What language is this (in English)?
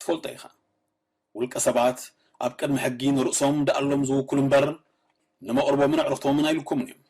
Tigrinya